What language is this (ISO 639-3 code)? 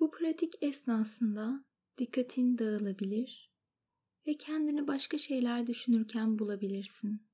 tur